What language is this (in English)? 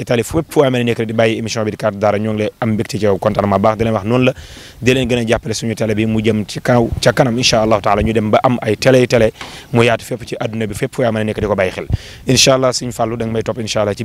Wolof